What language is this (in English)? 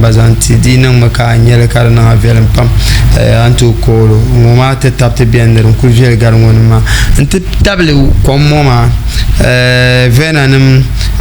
Dagbani